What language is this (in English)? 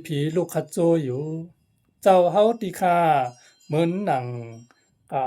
Shan